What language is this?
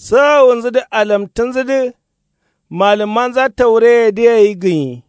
Kanuri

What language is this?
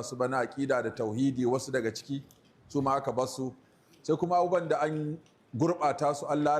Hausa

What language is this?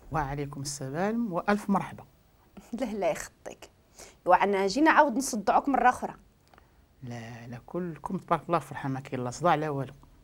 Moroccan Arabic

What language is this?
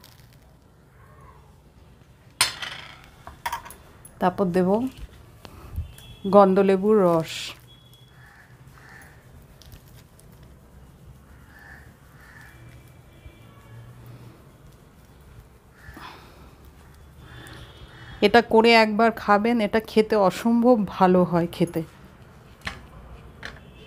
Bangla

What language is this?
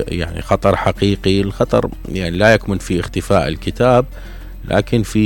Mesopotamian Arabic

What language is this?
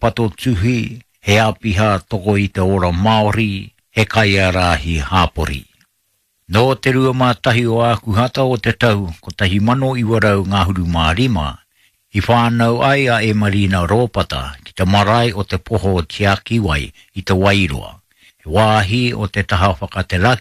Māori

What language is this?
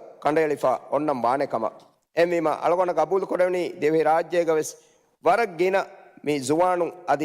Divehi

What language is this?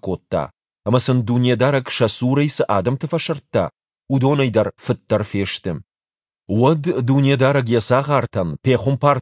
Ossetic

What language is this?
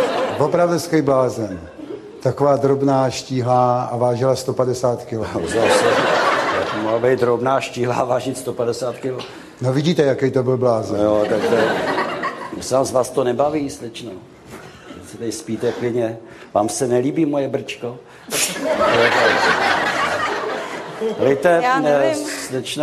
Czech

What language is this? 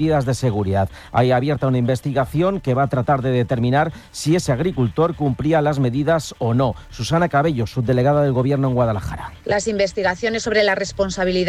Spanish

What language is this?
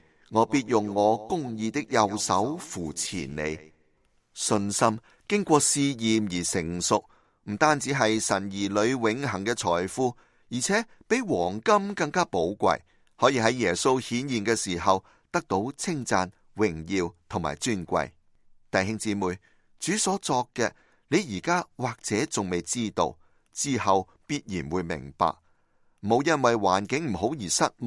Cantonese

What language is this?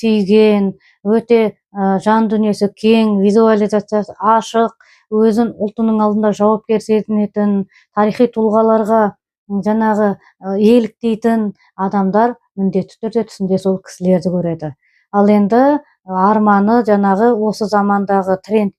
Kazakh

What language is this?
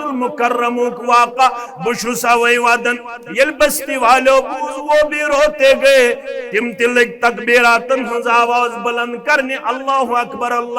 Kashmiri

